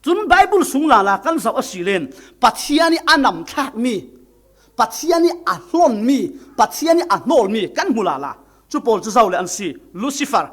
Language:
Falam Chin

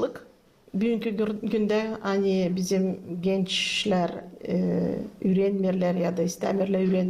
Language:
Gagauz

